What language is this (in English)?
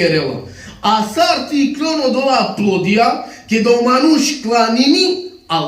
Balkan Romani